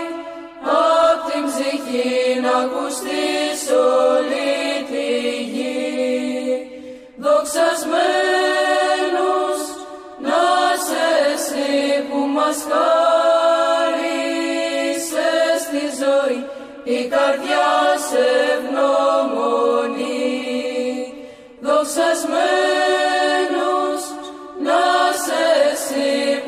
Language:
Greek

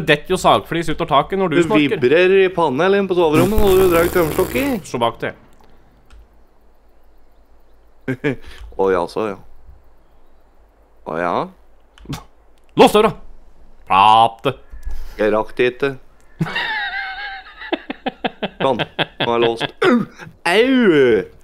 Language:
Norwegian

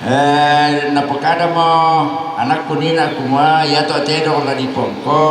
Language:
Toraja-Sa'dan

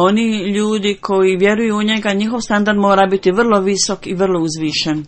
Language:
Bosnian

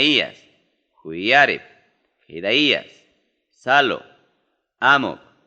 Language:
Ayacucho Quechua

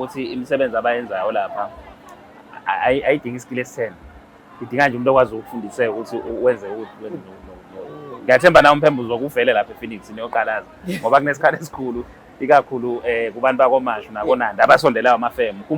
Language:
Zulu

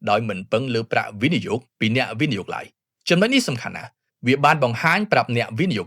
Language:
Khmer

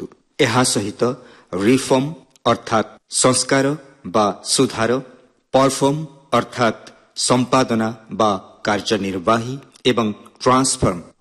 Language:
Odia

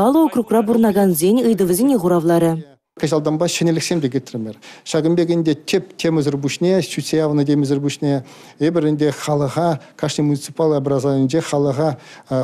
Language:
Chuvash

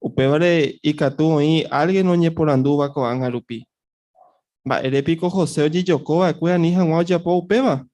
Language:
Guarani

